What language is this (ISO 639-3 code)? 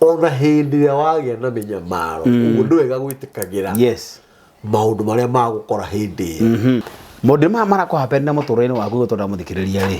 kik